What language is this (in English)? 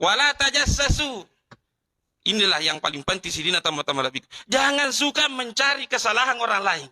Buginese